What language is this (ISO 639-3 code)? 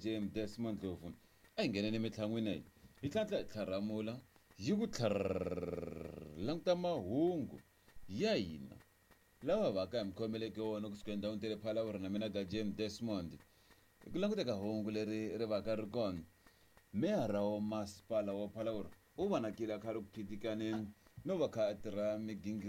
tso